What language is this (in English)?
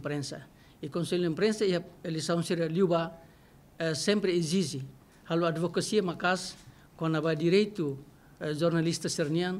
Tetum